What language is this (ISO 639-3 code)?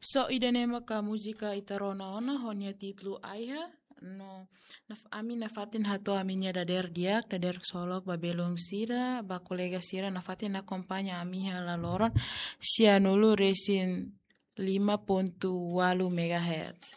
tet